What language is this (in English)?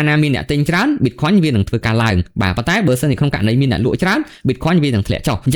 Khmer